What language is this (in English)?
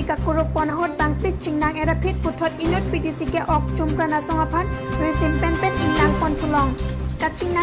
Karbi